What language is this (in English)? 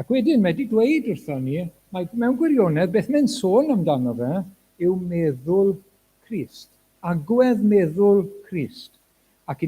Welsh